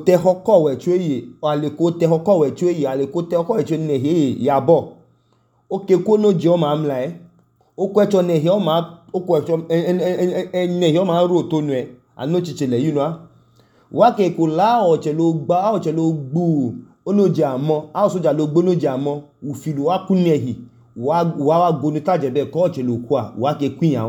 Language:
Idoma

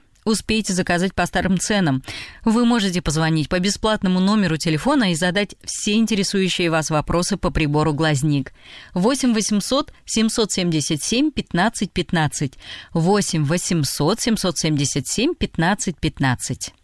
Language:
Russian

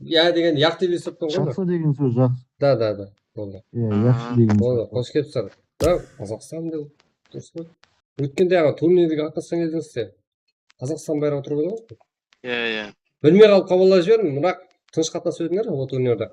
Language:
Kara-Kalpak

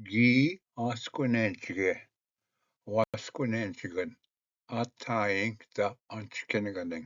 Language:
Ojibwa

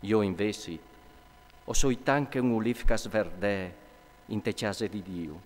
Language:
Friulian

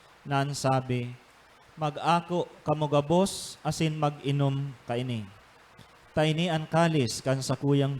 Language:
Bikol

